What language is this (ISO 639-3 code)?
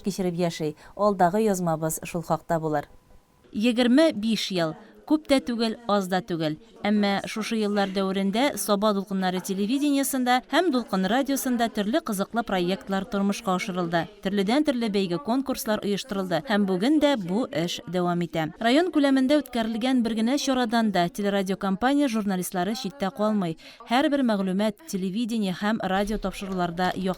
tat